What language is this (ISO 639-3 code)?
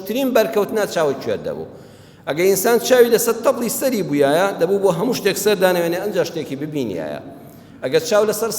ckb